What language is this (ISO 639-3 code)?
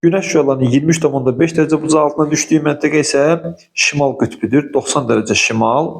aze